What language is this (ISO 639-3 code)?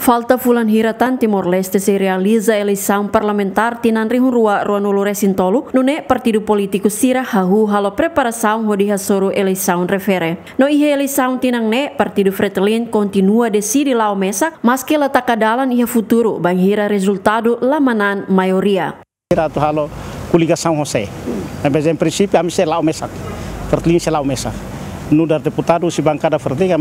tet